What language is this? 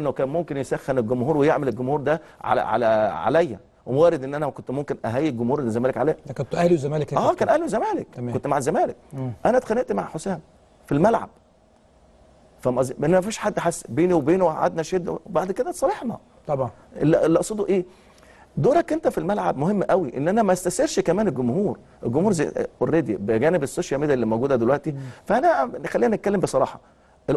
Egyptian Arabic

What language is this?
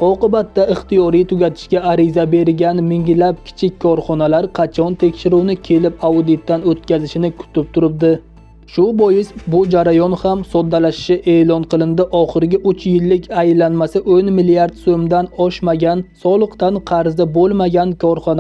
Uzbek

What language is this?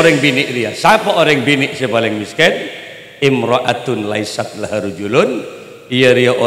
Madurese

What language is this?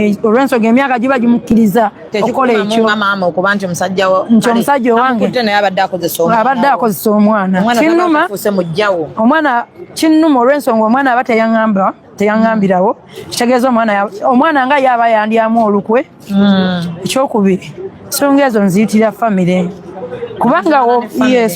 Ganda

